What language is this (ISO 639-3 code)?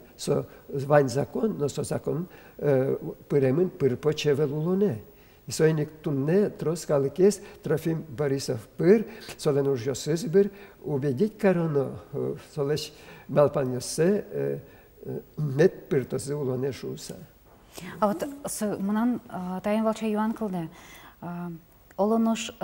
udm